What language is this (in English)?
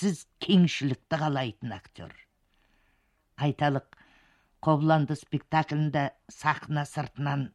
Kazakh